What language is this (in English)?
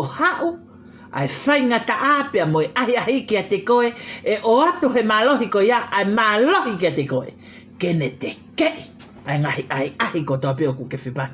Tongan